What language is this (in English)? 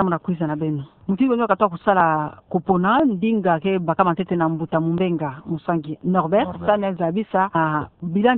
Kituba (Democratic Republic of Congo)